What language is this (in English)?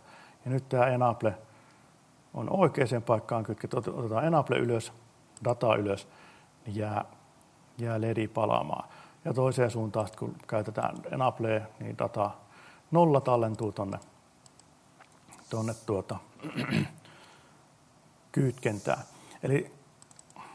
Finnish